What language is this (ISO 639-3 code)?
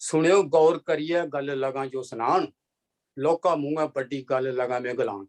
doi